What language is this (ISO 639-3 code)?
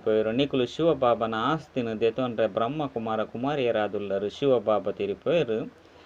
tcy